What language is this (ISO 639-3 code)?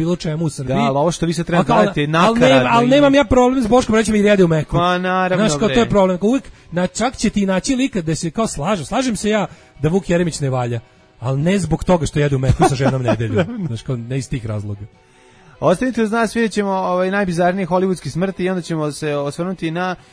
srp